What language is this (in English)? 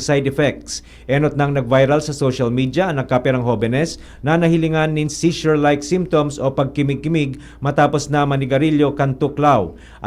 Bikol